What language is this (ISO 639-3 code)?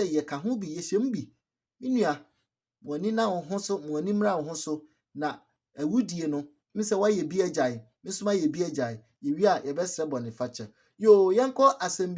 aka